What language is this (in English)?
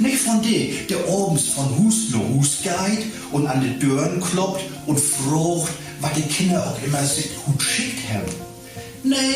Low German